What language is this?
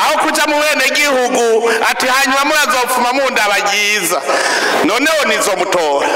Rundi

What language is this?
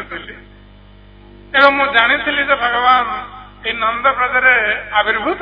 Odia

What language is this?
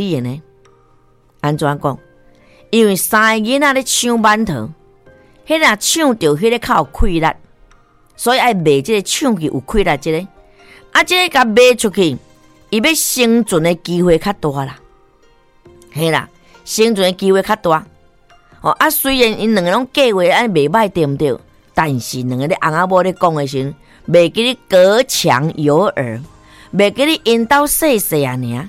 Min Nan Chinese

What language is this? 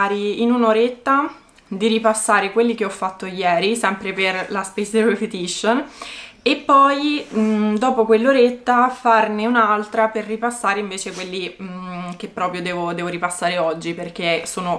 Italian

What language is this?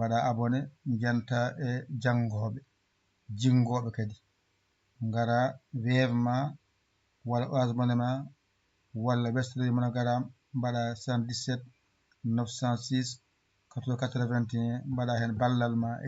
Fula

